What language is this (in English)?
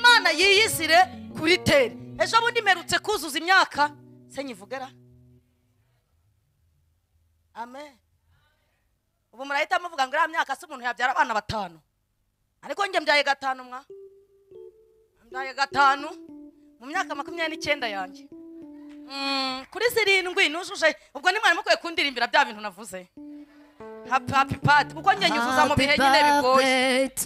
Kinyarwanda